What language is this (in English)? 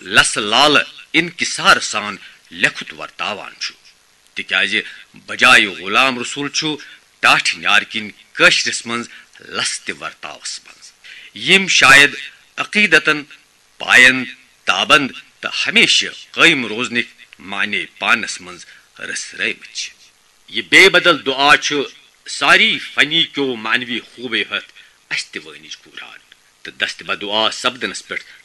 Kashmiri